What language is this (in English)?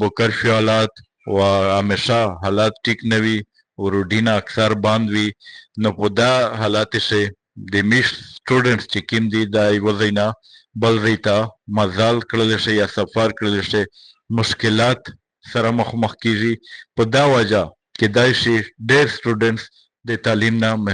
Pashto